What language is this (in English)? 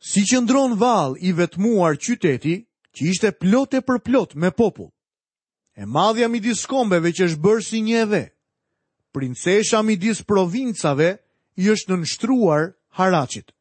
Albanian